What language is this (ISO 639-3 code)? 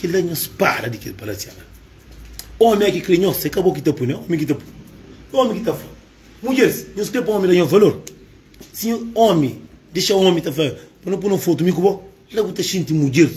kea